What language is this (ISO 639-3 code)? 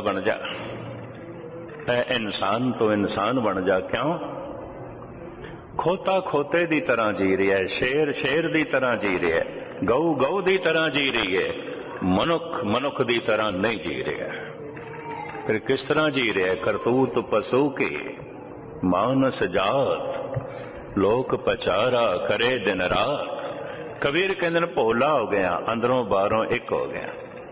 pan